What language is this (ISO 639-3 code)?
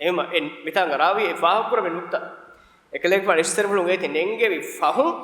div